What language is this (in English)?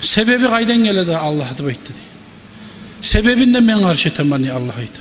Kumyk